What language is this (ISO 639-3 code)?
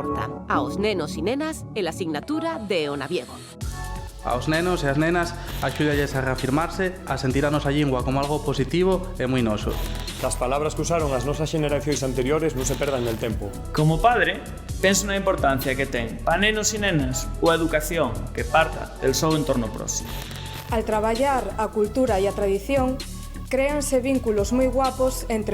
ast